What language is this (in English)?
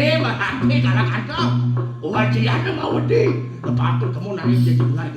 Balinese